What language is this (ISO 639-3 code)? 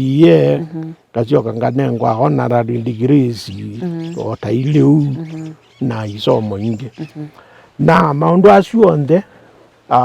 kam